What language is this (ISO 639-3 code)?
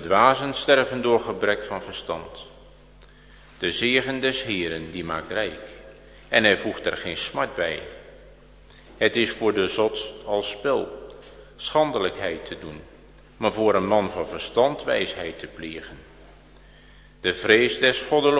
nld